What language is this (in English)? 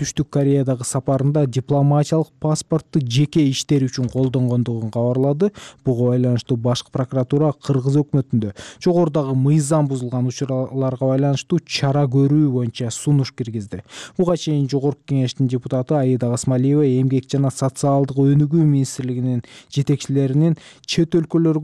Kyrgyz